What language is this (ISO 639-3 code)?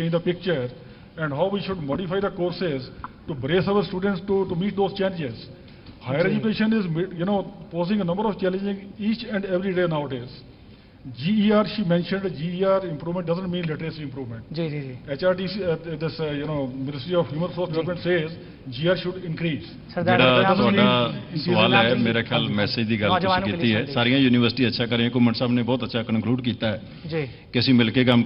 pan